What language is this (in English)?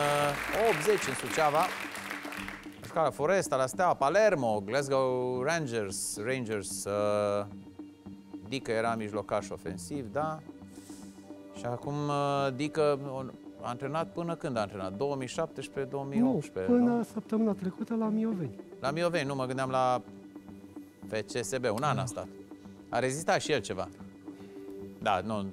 Romanian